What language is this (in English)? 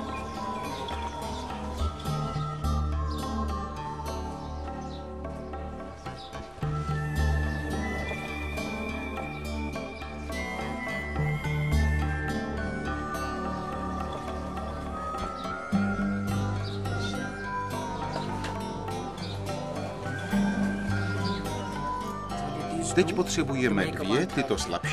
Czech